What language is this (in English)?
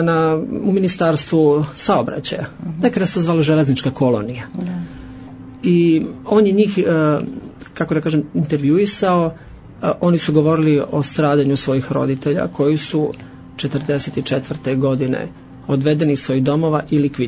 Serbian